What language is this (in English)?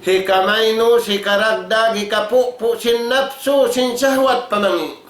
Tausug